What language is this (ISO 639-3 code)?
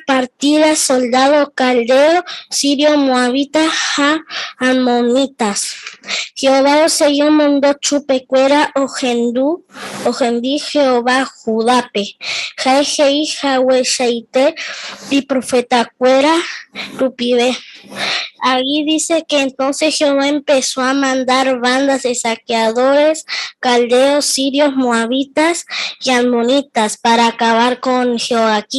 grn